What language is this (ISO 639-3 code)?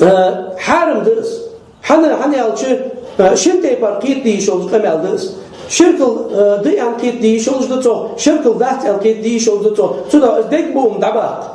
che